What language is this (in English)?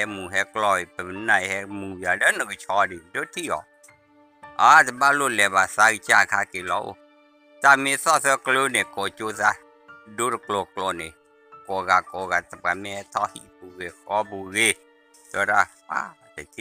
S'gaw Karen